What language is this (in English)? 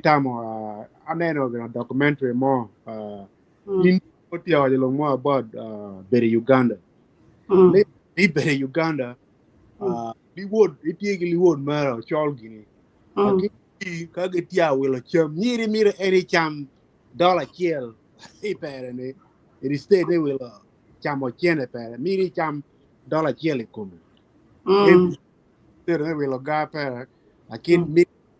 Acoli